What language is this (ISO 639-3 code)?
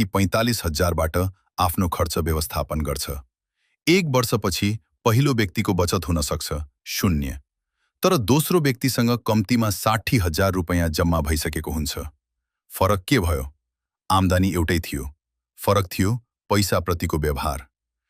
nep